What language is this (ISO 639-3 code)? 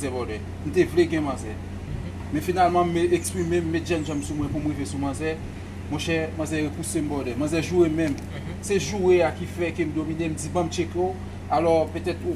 hat